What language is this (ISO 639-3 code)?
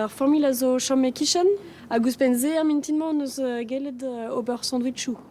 bre